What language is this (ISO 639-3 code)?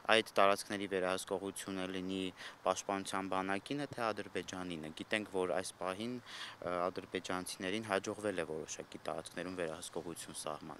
hye